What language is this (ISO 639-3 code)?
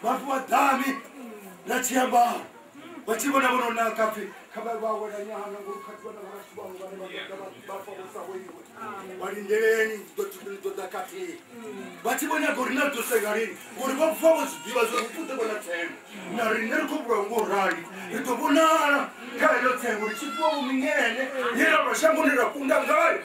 ven